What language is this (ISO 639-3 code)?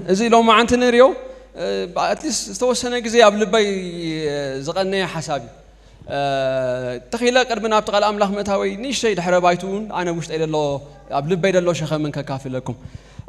tir